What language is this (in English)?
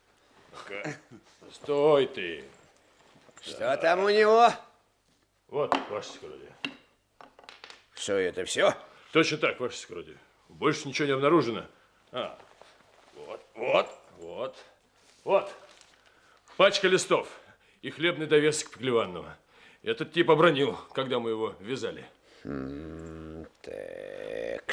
Russian